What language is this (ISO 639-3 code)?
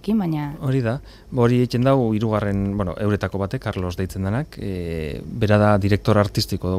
eus